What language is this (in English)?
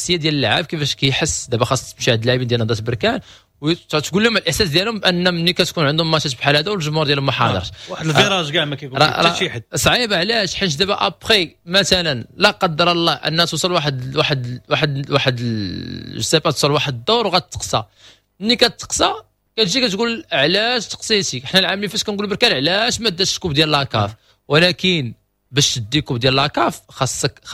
Moroccan Arabic